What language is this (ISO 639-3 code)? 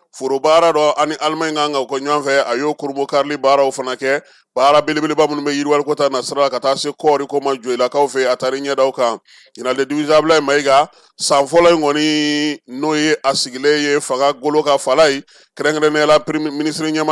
bam